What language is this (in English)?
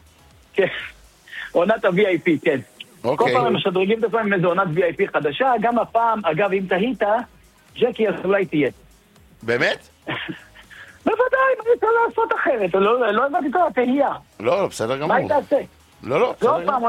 Hebrew